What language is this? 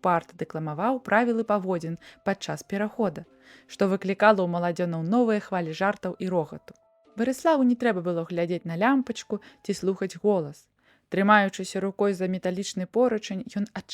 Belarusian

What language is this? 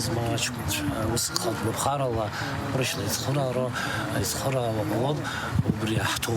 Abkhazian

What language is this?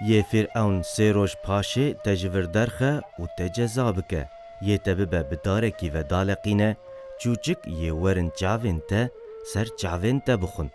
Kurdish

